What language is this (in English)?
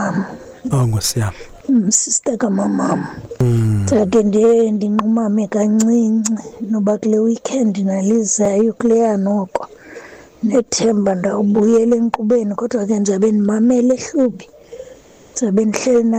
Xhosa